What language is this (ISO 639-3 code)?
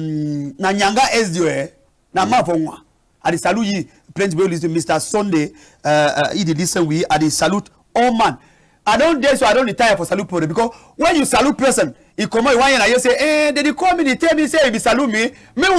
wes